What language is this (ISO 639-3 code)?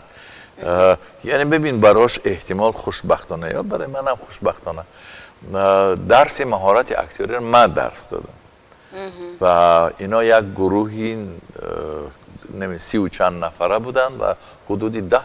tgk